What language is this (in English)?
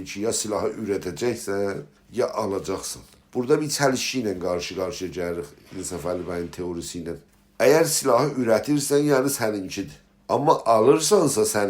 South Azerbaijani